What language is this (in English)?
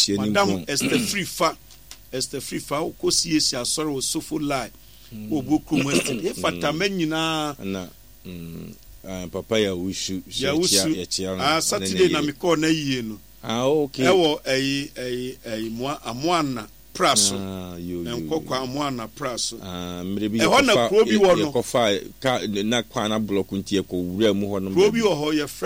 Akan